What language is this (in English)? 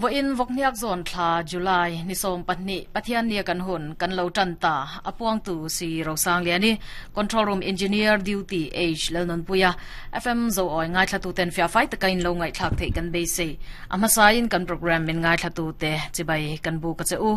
Mizo